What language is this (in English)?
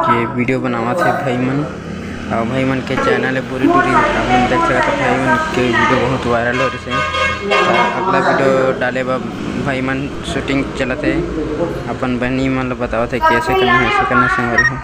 Chhattisgarhi